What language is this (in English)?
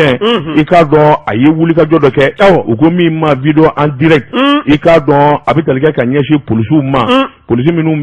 Bambara